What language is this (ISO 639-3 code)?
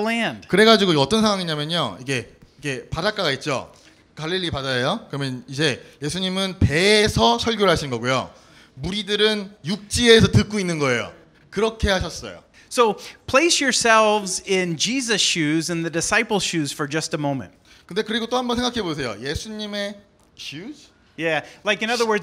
kor